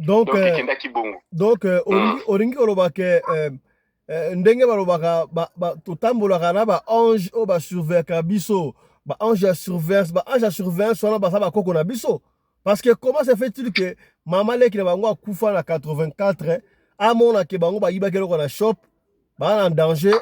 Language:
Lingala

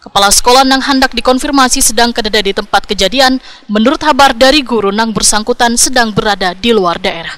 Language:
Banjar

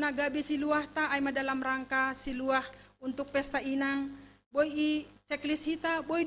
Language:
Batak Simalungun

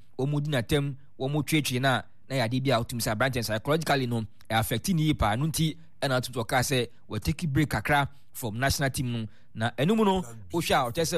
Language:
Akan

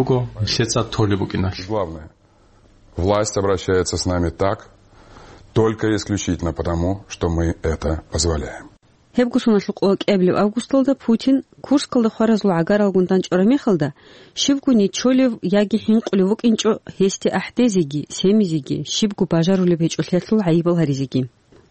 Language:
Avaric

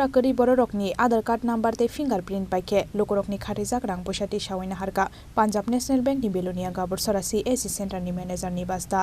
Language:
Kok Borok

